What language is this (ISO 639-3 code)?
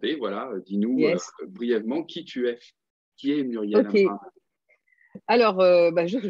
fra